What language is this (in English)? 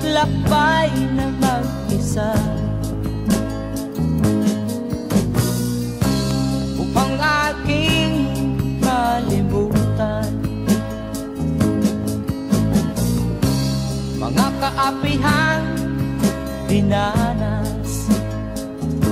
Filipino